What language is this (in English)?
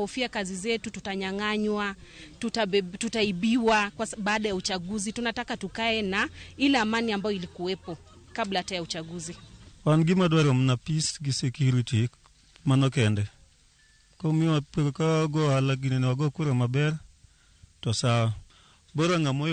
Luo (Kenya and Tanzania)